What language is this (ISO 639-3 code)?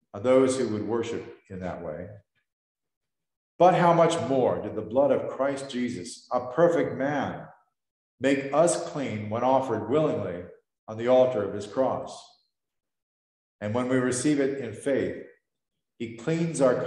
eng